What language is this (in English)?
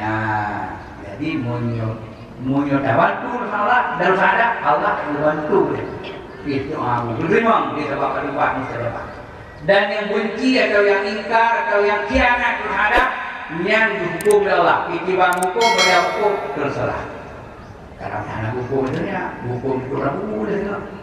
Achinese